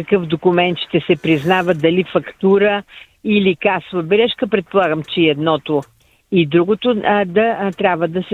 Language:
Bulgarian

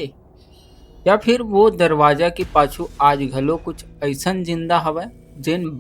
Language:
Chhattisgarhi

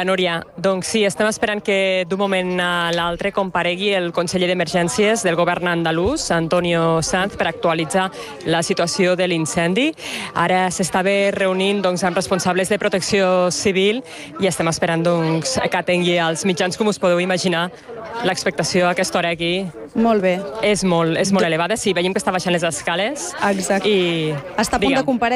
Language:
Catalan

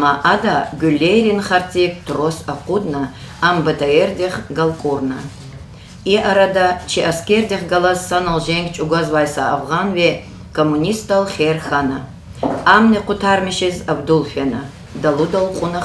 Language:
Lezghian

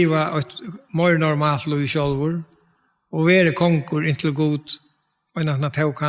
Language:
Faroese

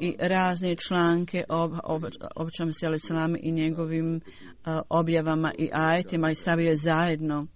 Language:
Bosnian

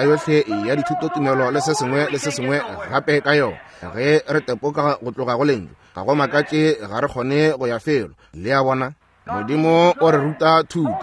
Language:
Northern Sotho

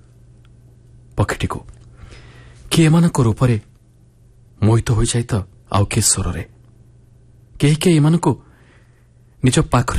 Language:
Odia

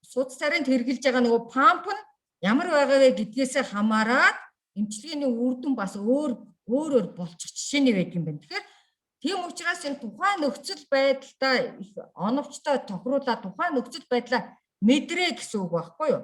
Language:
Mongolian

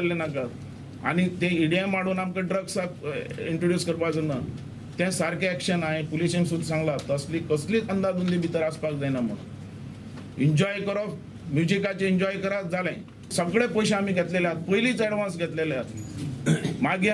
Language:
Konkani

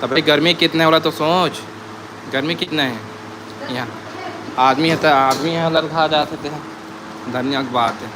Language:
Chhattisgarhi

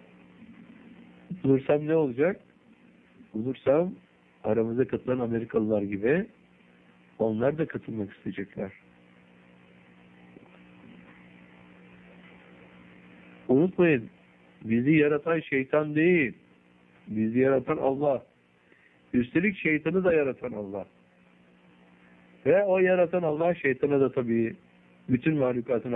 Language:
Turkish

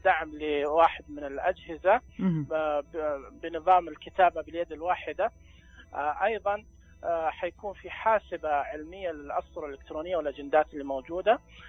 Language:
Najdi Arabic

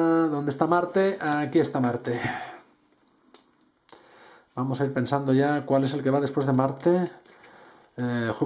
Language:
Spanish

